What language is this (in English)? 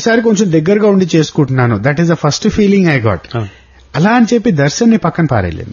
Telugu